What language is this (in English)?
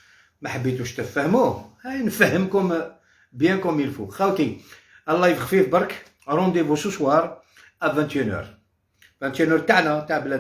Algerian Arabic